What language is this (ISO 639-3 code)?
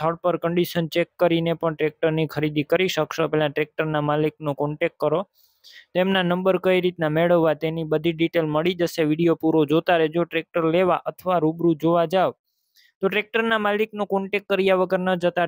guj